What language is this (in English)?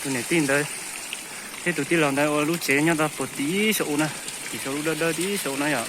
Hmong